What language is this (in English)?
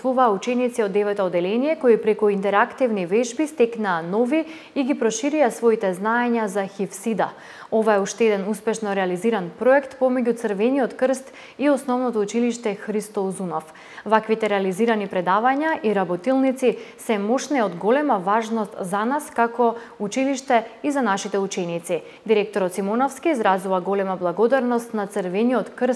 Macedonian